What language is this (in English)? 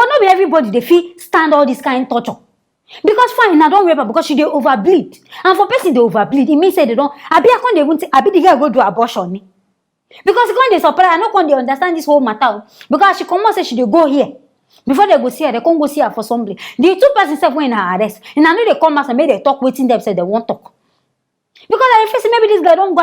Nigerian Pidgin